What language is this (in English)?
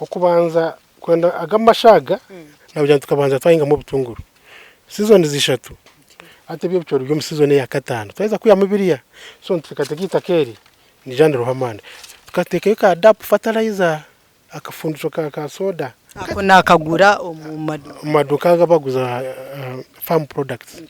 Nyankole